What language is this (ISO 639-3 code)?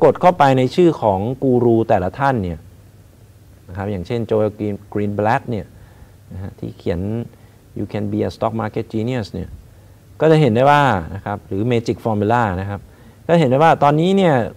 tha